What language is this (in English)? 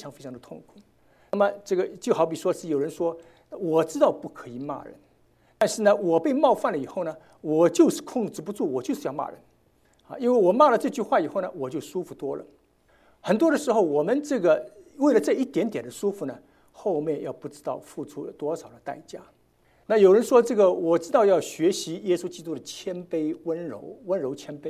Chinese